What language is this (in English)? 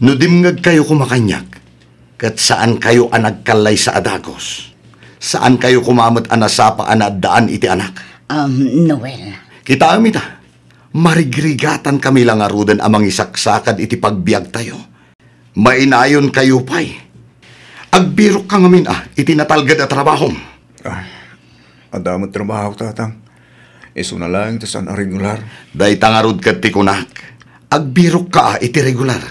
Iloko